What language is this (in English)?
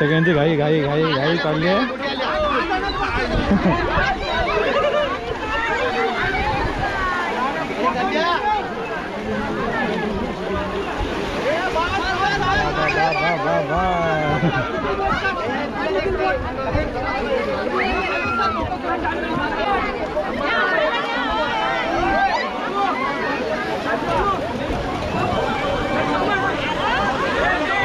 Marathi